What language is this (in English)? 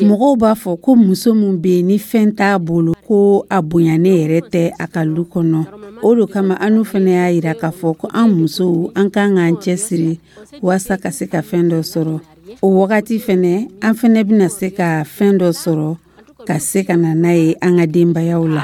Dyula